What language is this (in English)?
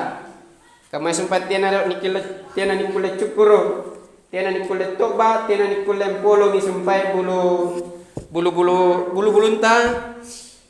Makasar